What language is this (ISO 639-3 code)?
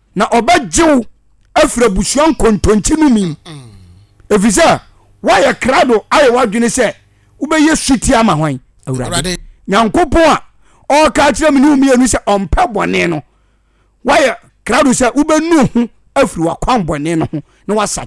aka